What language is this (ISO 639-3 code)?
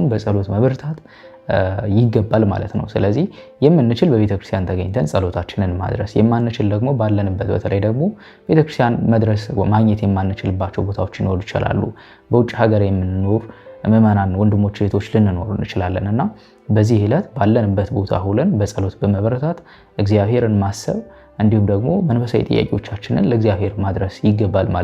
amh